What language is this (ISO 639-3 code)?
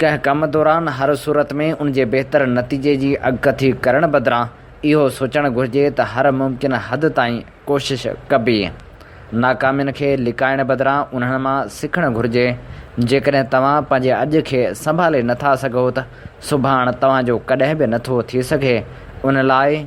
snd